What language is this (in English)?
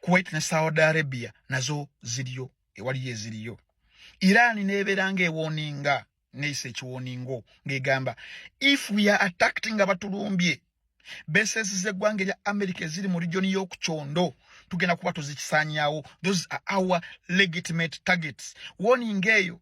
Ganda